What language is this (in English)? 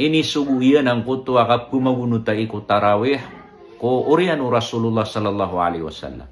Maranao